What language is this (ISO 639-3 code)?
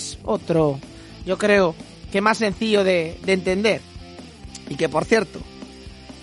spa